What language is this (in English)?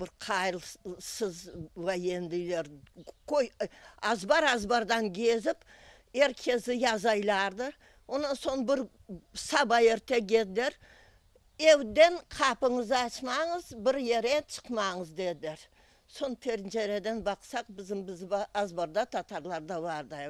Crimean Tatar